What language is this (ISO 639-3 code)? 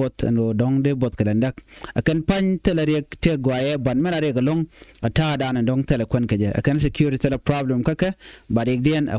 nus